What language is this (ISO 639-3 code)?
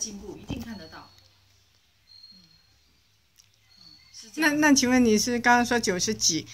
zho